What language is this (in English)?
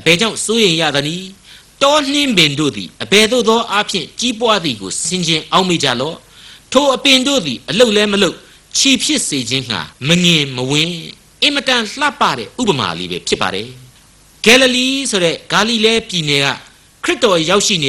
Burmese